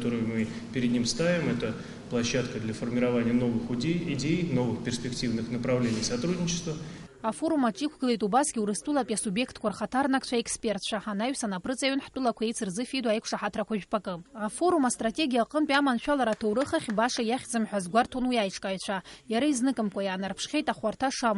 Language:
Abkhazian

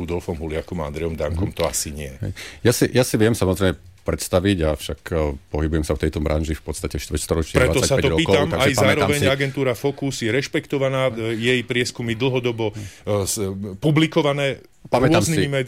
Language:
Slovak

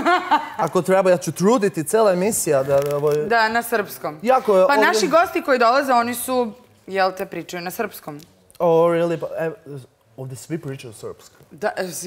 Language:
Serbian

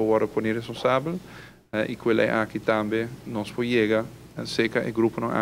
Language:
Papiamento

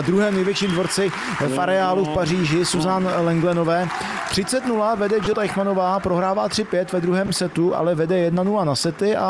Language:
Czech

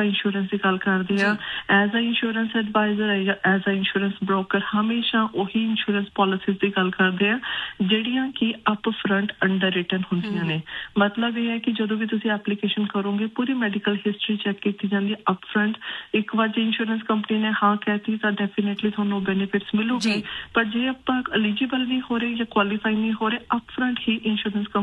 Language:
Punjabi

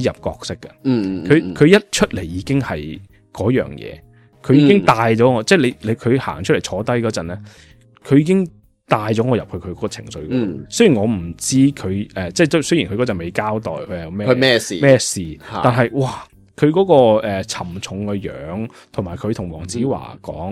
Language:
Cantonese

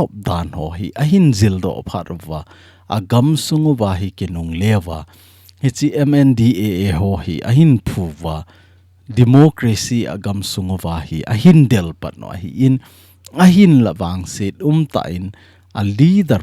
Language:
Thado Chin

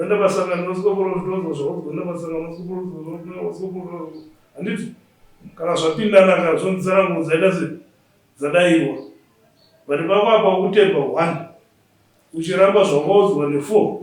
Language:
Shona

